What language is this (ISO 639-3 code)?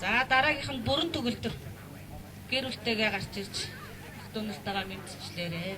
mon